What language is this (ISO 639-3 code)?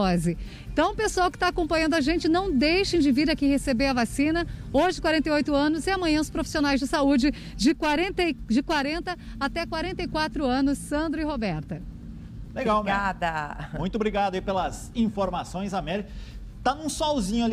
por